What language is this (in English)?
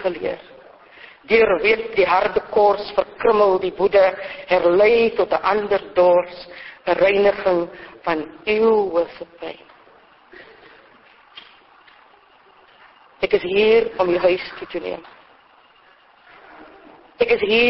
Afrikaans